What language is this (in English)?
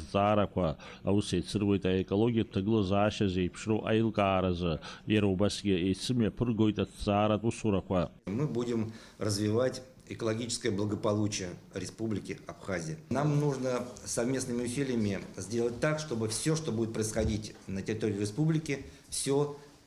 Abkhazian